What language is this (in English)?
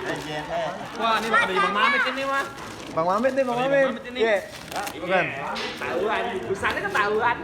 Betawi